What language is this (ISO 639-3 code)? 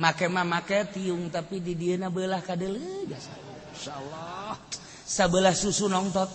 sun